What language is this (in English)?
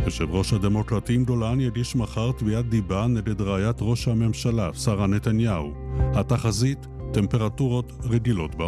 Hebrew